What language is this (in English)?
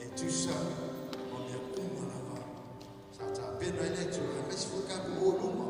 Samoan